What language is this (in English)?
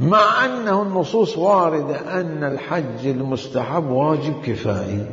Mesopotamian Arabic